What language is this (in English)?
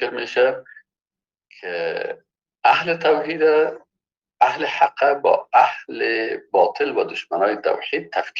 Persian